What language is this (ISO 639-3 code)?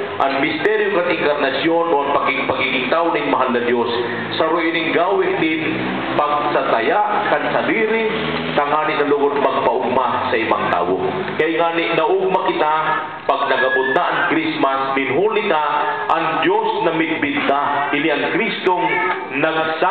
bik